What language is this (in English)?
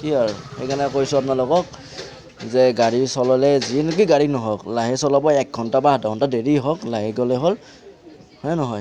Assamese